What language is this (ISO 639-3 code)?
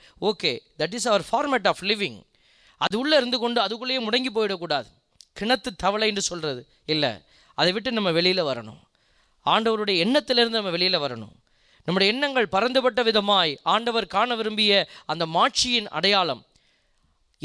tam